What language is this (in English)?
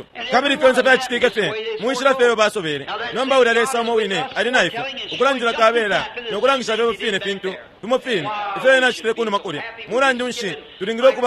Bemba